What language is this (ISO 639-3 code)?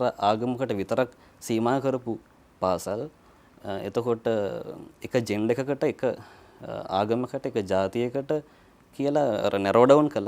sin